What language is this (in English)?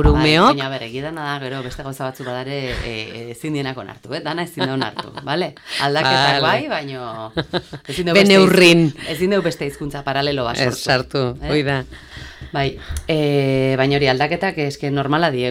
Basque